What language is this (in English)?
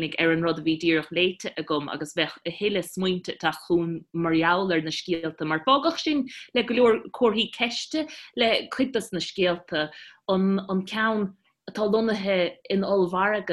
Irish